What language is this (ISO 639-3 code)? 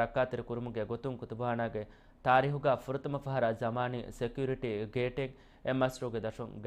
div